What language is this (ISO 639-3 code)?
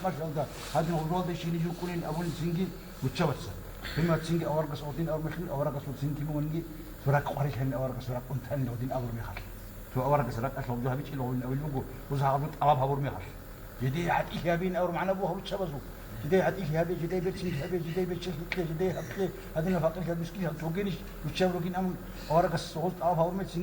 ava